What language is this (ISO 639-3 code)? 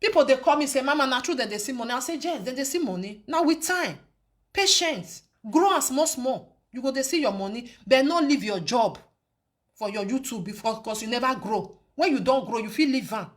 pcm